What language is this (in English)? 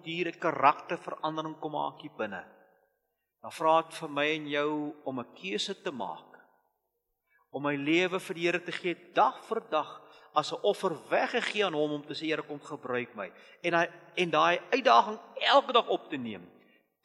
Afrikaans